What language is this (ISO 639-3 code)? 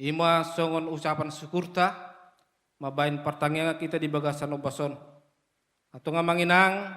bbc